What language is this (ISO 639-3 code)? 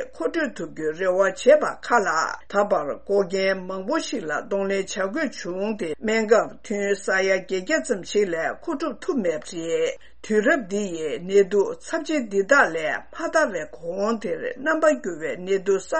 bod